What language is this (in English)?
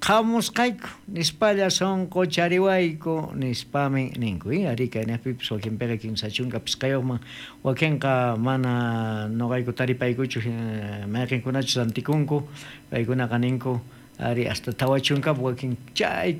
South Bolivian Quechua